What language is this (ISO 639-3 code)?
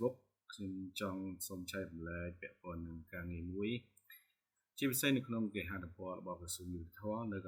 khm